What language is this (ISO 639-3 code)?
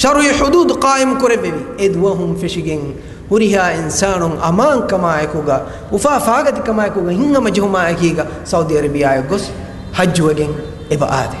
div